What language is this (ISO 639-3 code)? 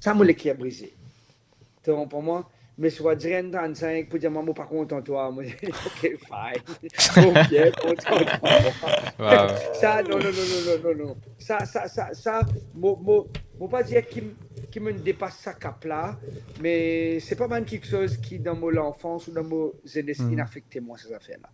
mfe